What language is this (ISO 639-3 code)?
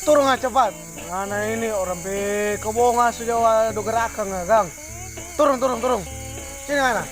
xmm